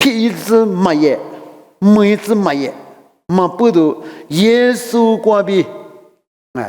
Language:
Lisu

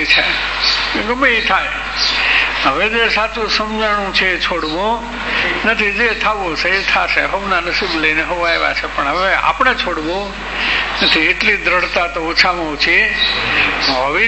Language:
Gujarati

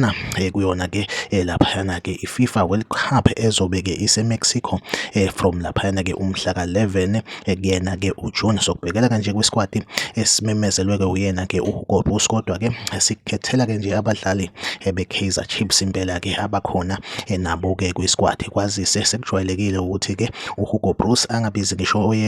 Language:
Zulu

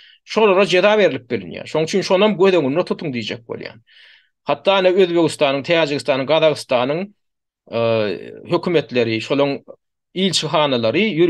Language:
Turkmen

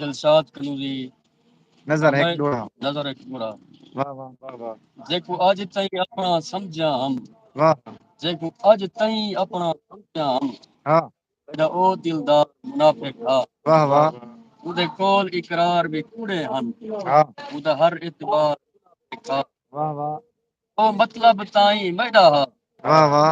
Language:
Saraiki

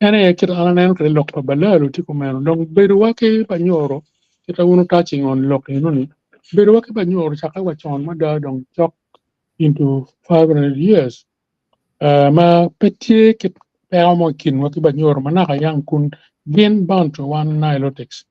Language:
Acoli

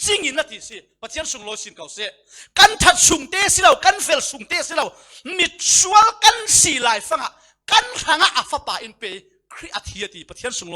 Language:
Falam Chin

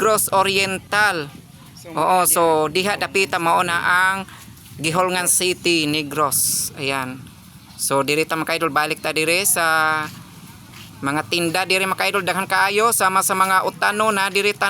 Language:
Cebuano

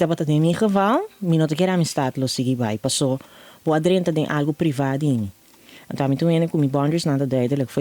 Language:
Papiamento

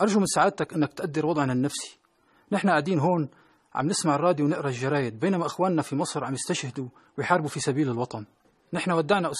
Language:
North Levantine Arabic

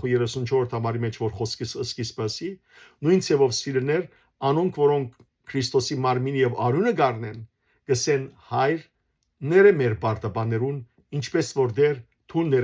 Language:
Western Armenian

